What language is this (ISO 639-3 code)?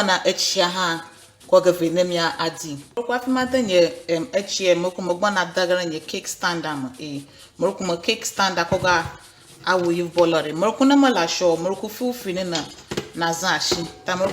ewe